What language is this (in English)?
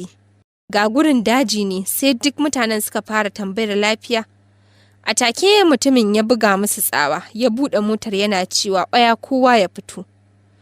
Hausa